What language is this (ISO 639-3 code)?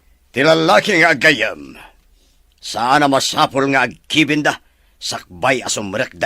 ilo